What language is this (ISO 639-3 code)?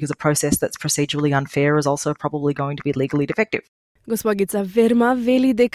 mkd